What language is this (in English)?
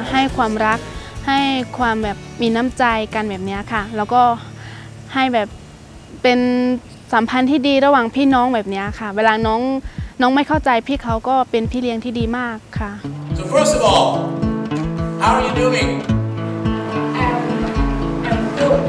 Thai